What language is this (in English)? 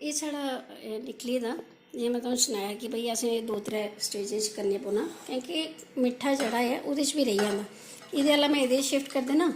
Dogri